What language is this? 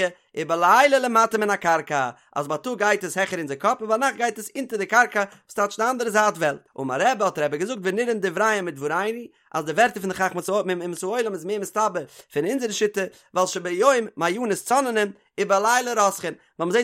Yiddish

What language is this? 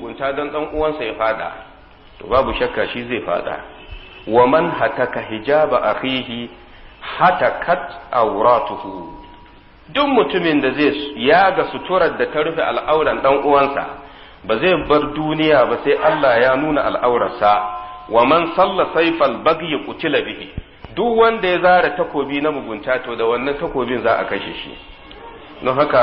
Hausa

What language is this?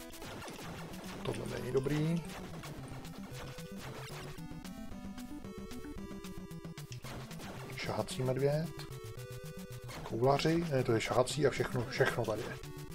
Czech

